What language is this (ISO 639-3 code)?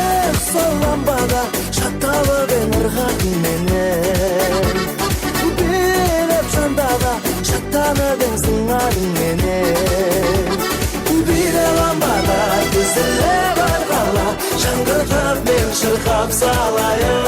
kaa